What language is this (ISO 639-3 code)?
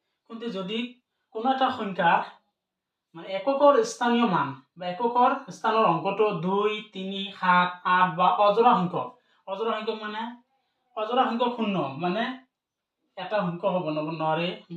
asm